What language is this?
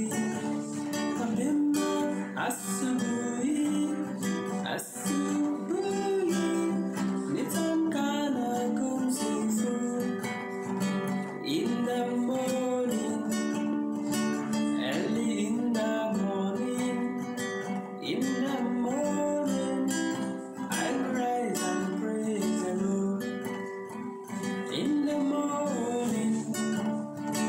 Swahili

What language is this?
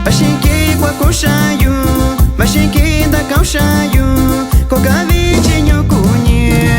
Metlatónoc Mixtec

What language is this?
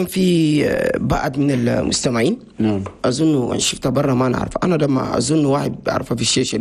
Chadian Arabic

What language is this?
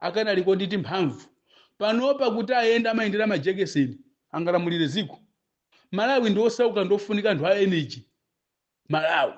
Nyanja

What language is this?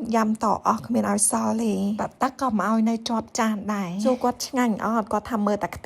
Khmer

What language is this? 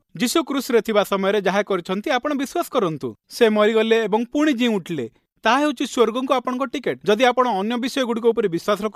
Odia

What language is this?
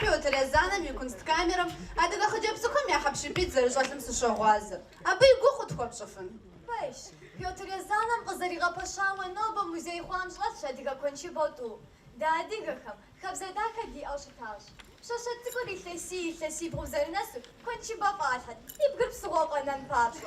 Kabardian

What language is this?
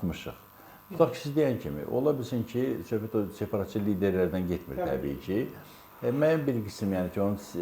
Azerbaijani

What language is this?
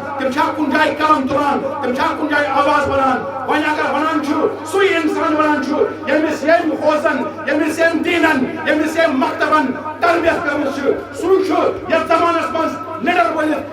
Kashmiri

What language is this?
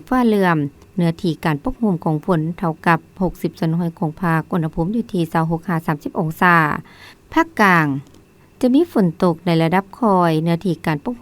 Lao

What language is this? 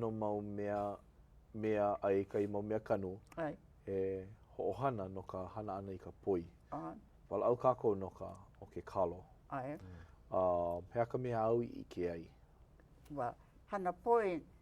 Hawaiian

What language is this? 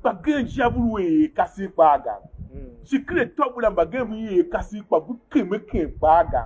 Tiv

